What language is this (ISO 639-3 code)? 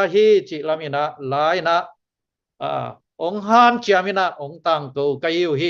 ctd